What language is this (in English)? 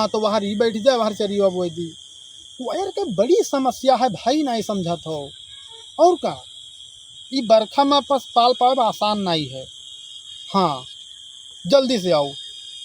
Awadhi